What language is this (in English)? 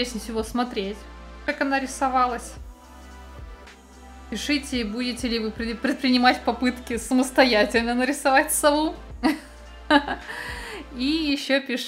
Russian